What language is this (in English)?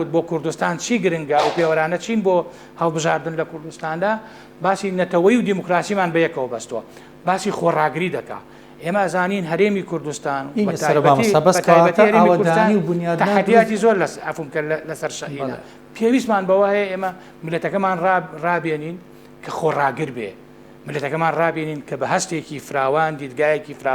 Central Kurdish